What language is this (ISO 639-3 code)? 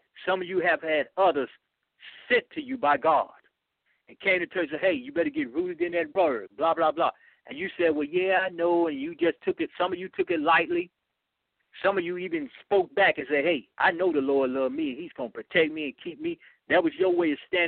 eng